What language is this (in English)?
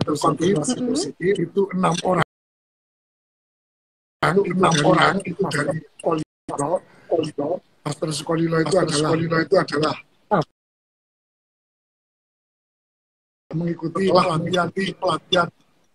Indonesian